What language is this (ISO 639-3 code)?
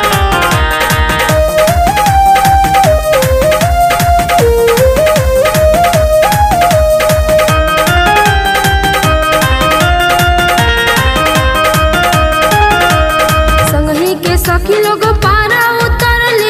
bho